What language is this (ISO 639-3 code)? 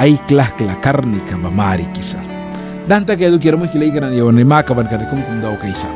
miq